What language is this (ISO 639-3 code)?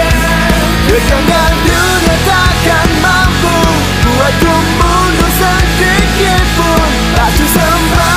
ind